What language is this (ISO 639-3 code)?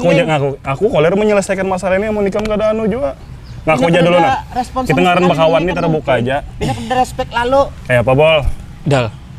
bjn